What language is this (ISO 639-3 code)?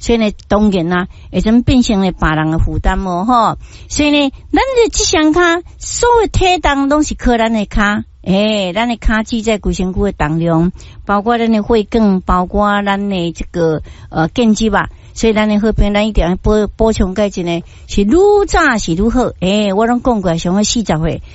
nan